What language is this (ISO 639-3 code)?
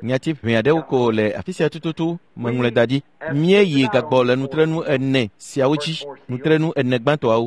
ewe